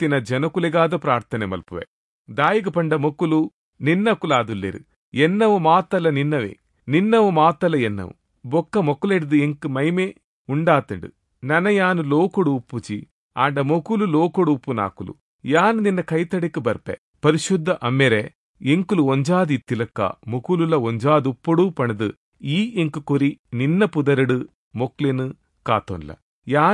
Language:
Tulu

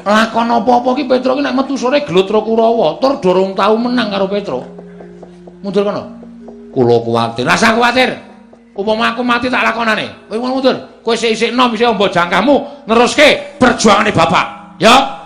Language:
Javanese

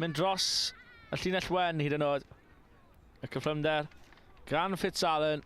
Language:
Welsh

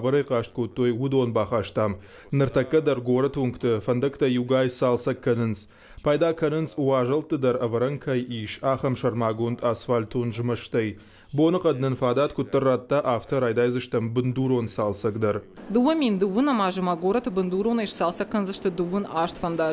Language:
Ossetic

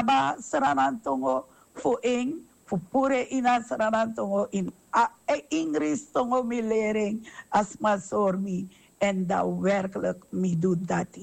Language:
Sranan Tongo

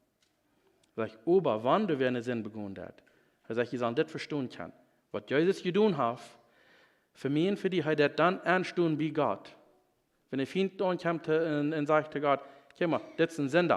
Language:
Plautdietsch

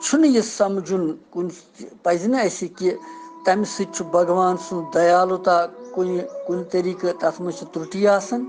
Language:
Kashmiri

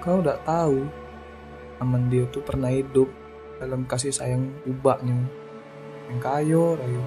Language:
Musi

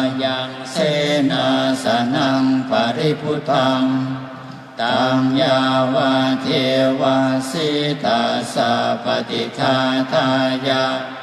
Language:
Pali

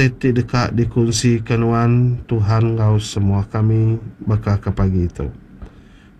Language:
Iban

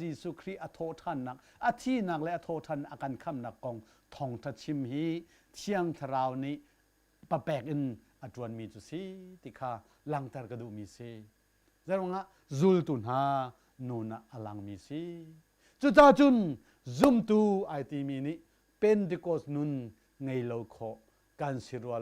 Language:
Hakha Chin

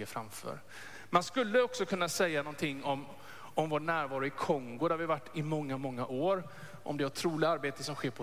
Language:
Swedish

